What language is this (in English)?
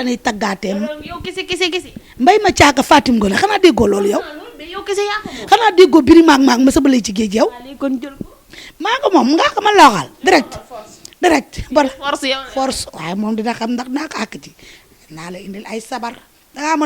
Wolof